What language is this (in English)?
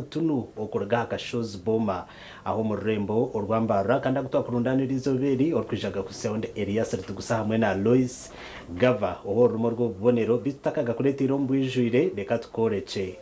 Nyankole